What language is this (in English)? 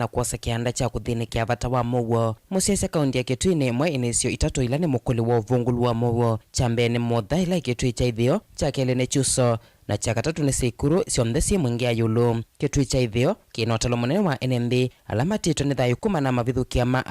Kamba